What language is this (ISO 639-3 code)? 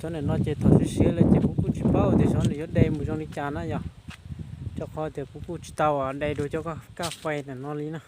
hmn